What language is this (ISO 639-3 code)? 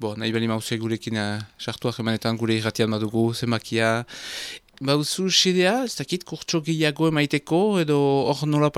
eus